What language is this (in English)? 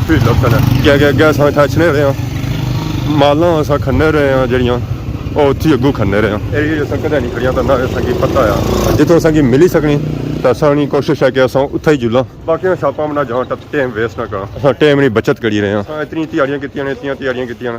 Pahari-Potwari